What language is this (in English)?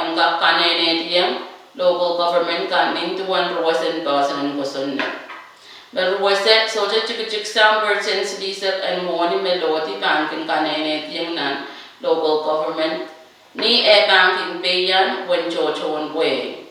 Pohnpeian